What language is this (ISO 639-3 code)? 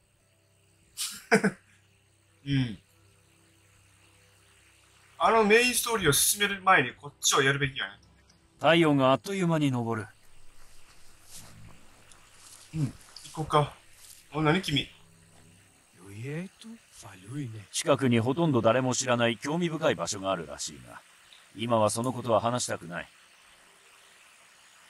jpn